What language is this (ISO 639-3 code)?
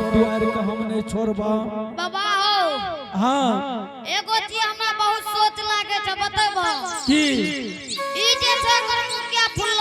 anp